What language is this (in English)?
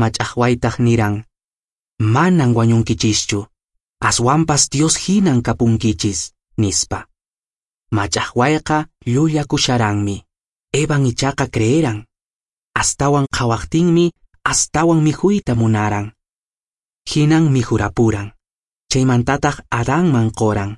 Quechua